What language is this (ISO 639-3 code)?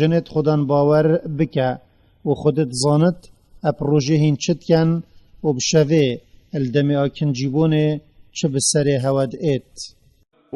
kur